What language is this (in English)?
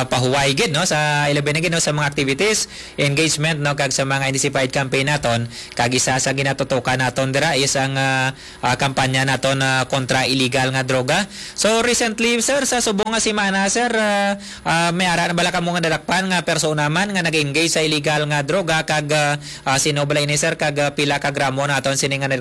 Hiligaynon